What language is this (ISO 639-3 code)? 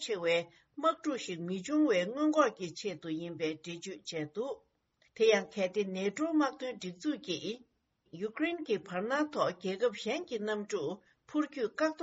bod